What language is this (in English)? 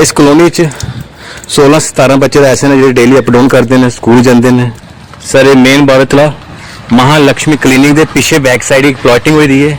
Dogri